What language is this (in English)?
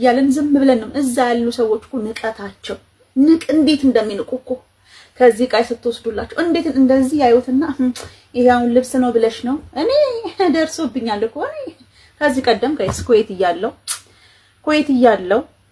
Amharic